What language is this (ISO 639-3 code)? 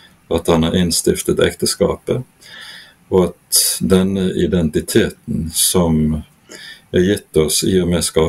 nor